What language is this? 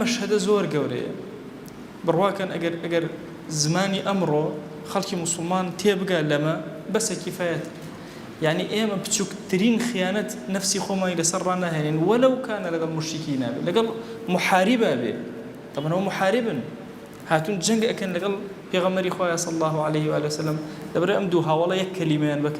Central Kurdish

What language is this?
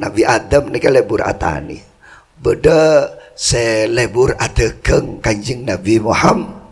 Madurese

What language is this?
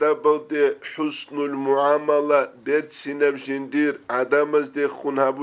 Avaric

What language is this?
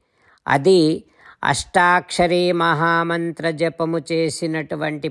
Telugu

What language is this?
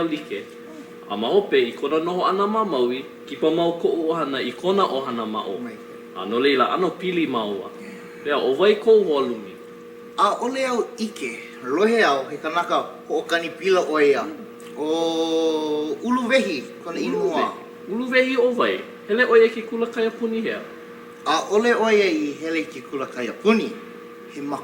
Hawaiian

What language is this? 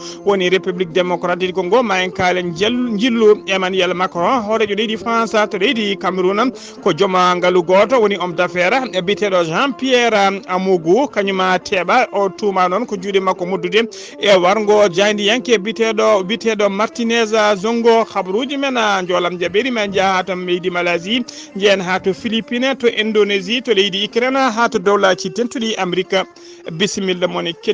Fula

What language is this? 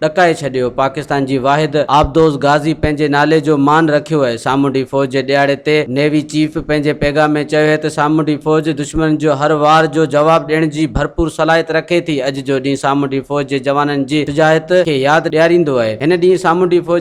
Sindhi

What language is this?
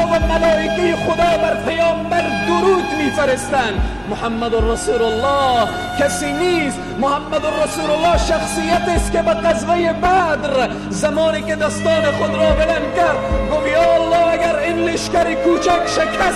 Tajik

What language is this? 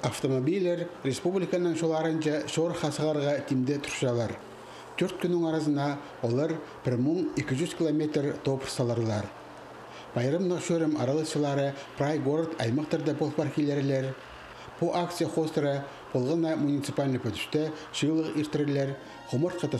Khakas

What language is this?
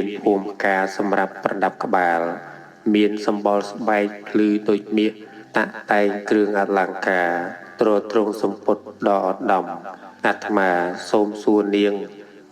Khmer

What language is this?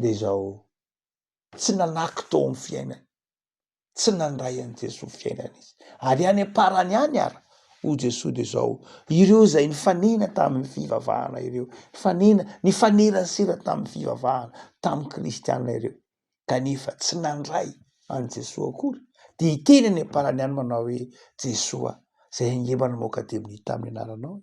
Malagasy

